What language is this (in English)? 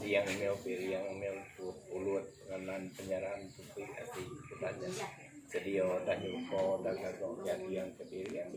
Iban